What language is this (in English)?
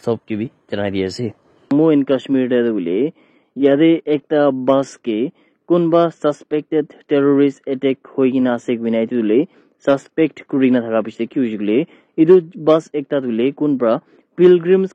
Naga Pidgin